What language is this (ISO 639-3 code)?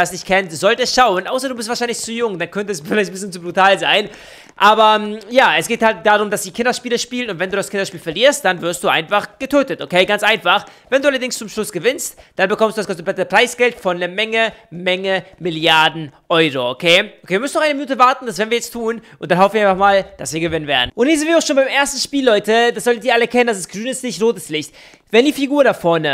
deu